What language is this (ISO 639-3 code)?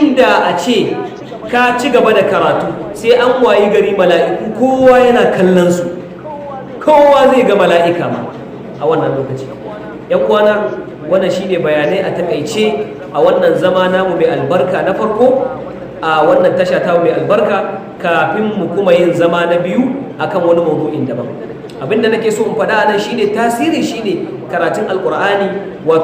hau